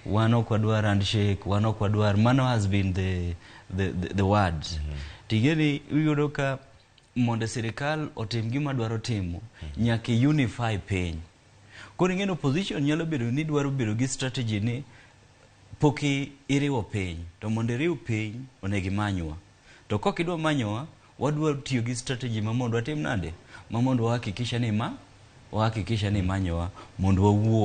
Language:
Luo (Kenya and Tanzania)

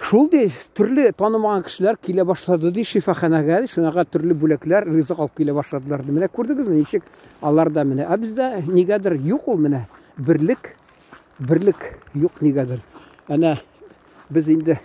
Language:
Tatar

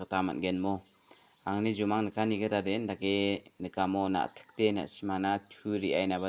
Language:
Garo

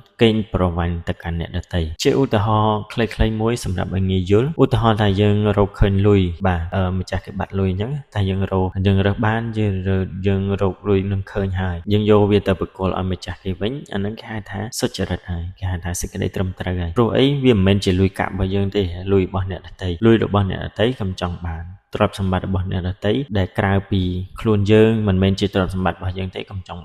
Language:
Khmer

